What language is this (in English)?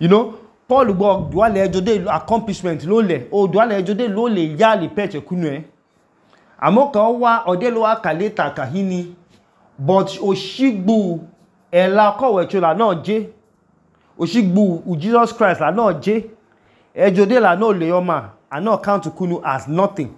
Idoma